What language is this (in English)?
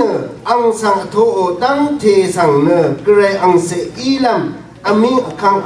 Rawang